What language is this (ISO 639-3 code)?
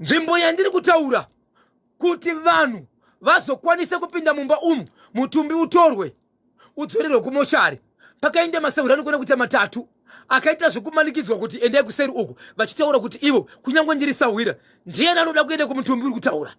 sna